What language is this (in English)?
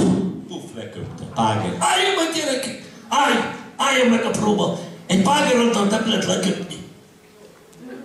Hungarian